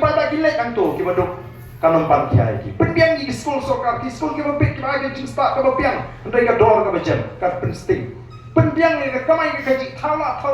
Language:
Khasi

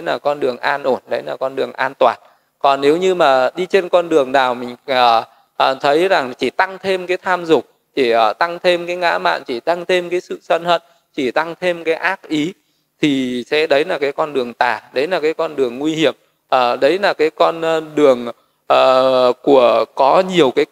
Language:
Vietnamese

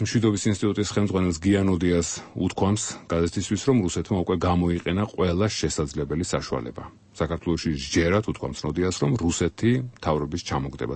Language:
Georgian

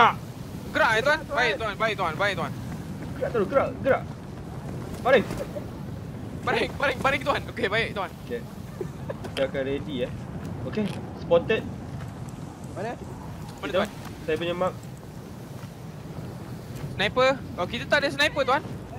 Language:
Malay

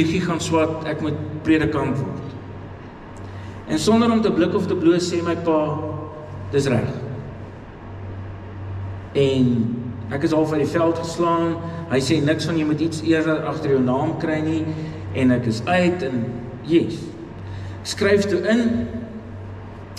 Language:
Afrikaans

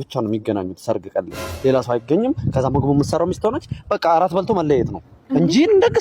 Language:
Amharic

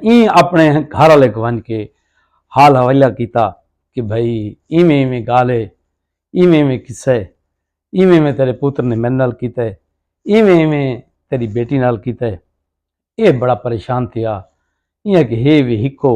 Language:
Saraiki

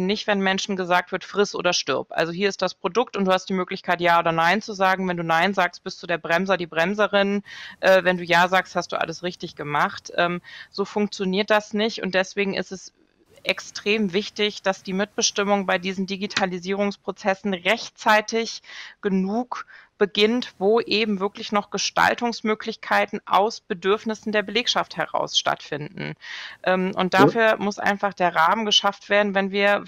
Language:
German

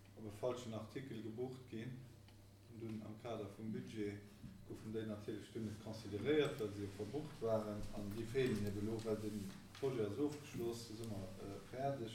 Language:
Luxembourgish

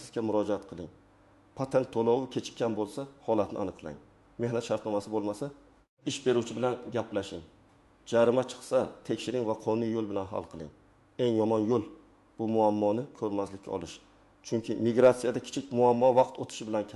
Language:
Uzbek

